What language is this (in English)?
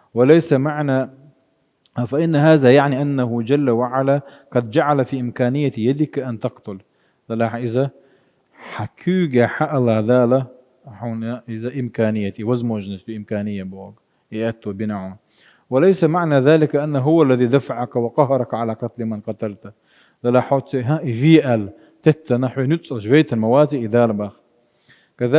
Chechen